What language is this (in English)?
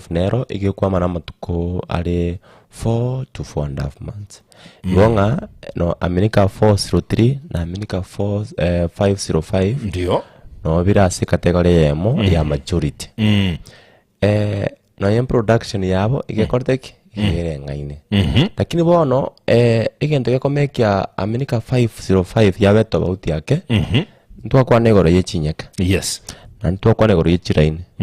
Gusii